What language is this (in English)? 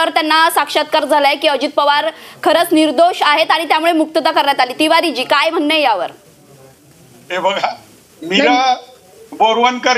Marathi